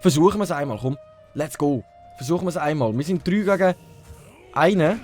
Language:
Swiss German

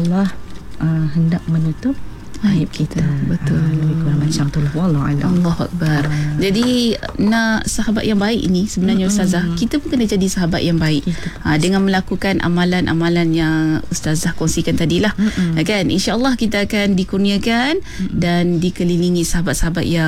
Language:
Malay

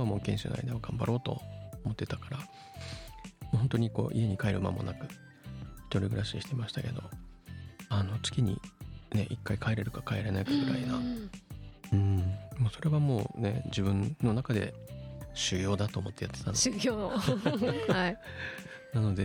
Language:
Japanese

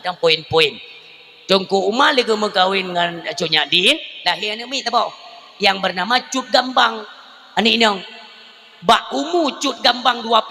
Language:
Achinese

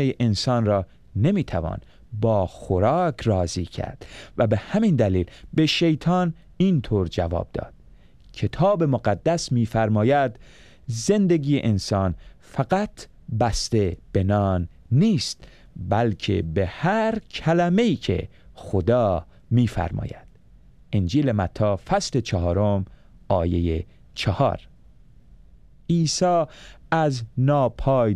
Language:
Persian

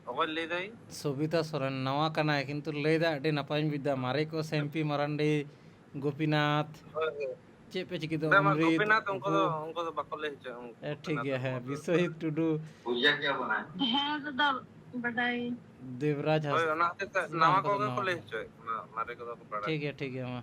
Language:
Santali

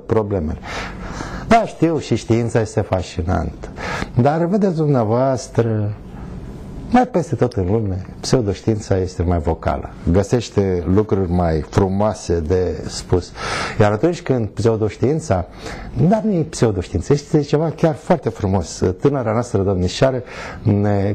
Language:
Romanian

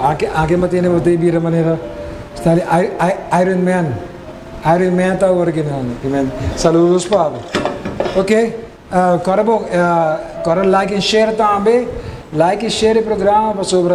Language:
Papiamento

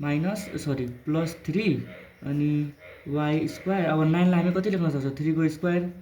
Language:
Nepali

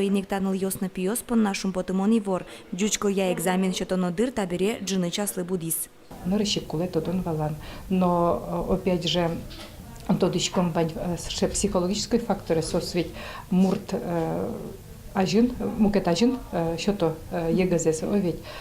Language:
Udmurt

